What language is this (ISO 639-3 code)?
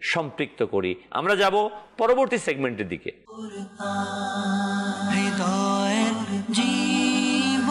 ben